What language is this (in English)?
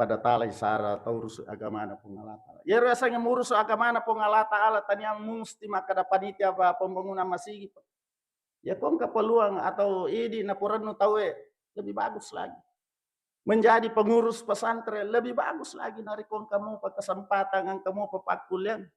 Buginese